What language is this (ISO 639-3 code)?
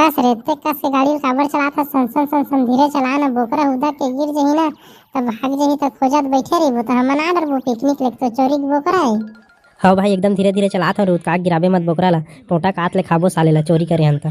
hne